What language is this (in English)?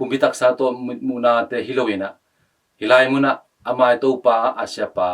Tedim Chin